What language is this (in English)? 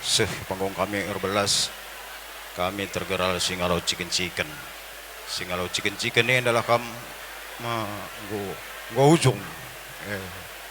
Batak Karo